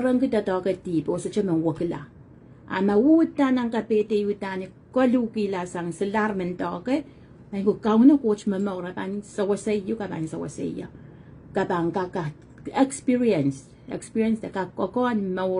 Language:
Pohnpeian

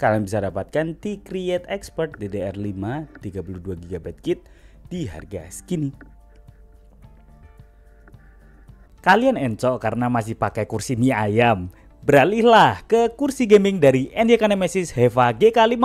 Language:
Indonesian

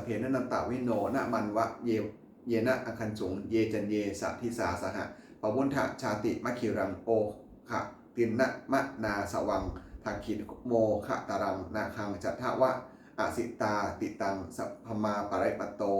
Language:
Pali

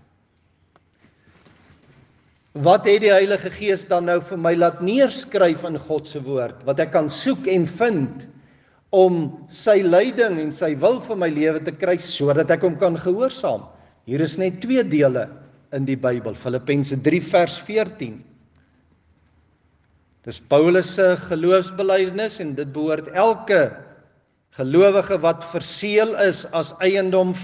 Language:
Afrikaans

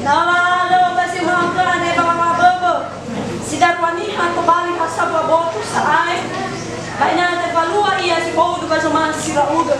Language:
Nias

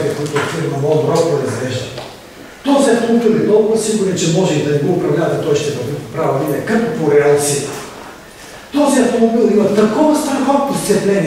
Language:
Bulgarian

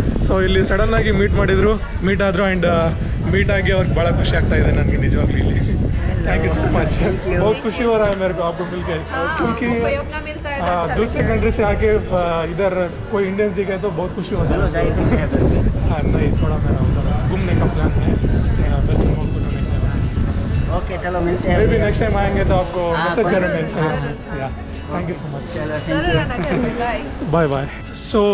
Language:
Kannada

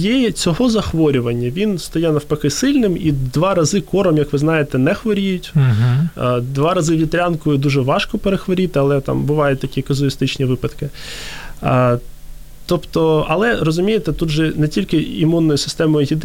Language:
Ukrainian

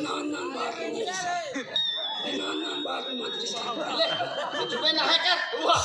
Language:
Chhattisgarhi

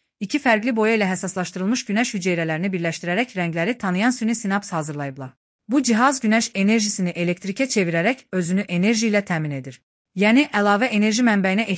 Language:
Azerbaijani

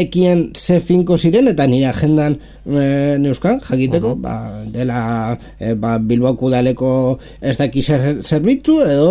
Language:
Basque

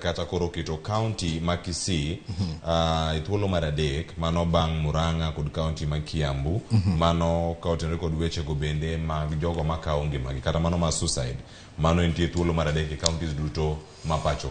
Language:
Luo (Kenya and Tanzania)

